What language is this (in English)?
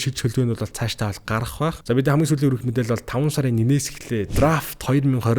Mongolian